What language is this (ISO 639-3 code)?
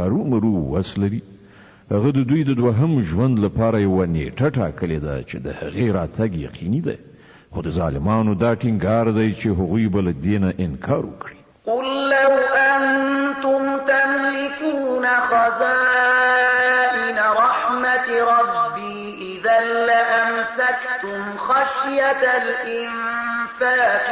pus